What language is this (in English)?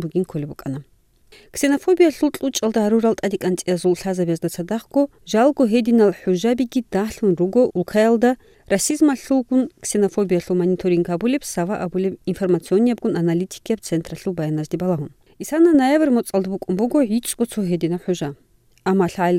Avaric